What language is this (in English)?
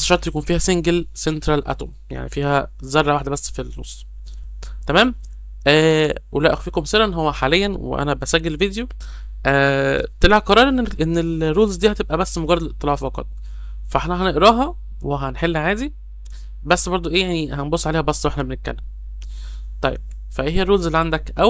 Egyptian Arabic